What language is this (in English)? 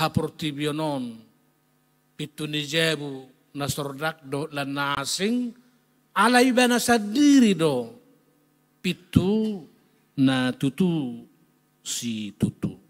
Batak Toba